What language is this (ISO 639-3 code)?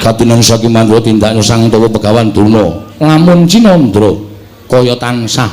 jav